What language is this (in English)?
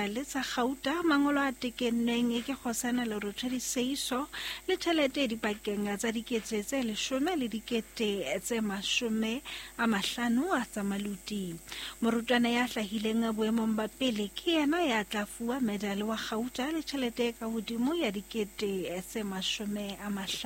Southern Sotho